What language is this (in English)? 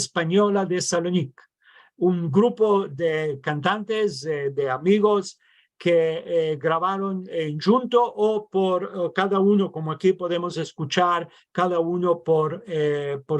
Ladino